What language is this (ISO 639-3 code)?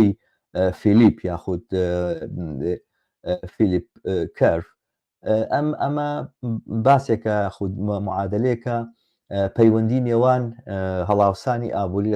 ckb